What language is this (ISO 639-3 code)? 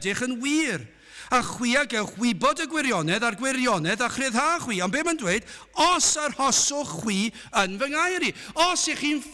cym